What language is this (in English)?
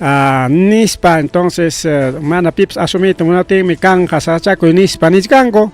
Ayacucho Quechua